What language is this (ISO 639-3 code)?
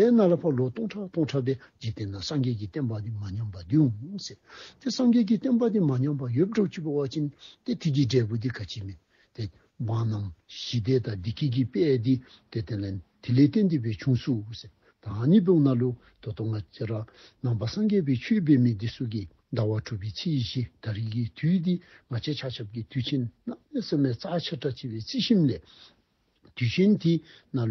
dzo